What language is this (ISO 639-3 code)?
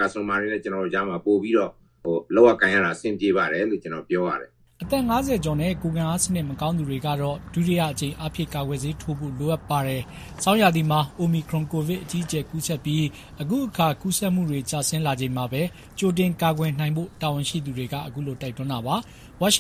mya